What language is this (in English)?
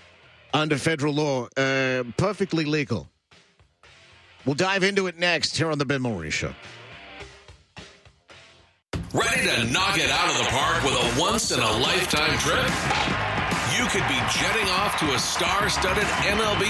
English